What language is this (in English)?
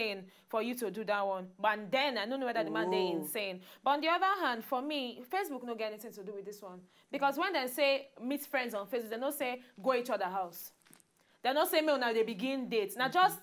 Nigerian Pidgin